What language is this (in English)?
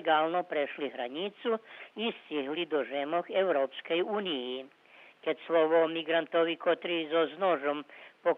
Rusyn